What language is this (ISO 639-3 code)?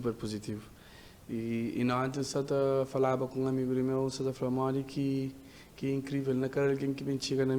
kea